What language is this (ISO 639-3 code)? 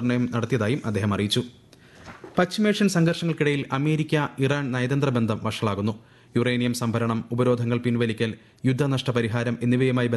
mal